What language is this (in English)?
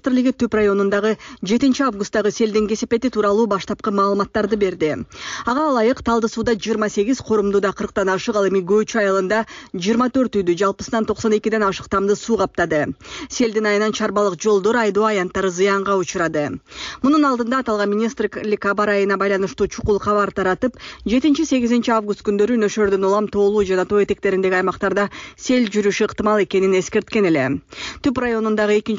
Kyrgyz